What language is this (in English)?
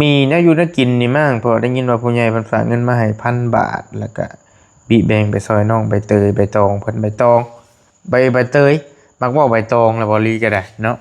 Lao